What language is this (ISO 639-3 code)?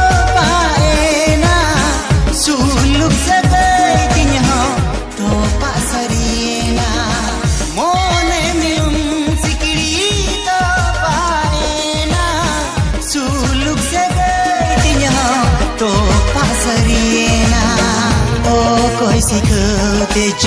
sat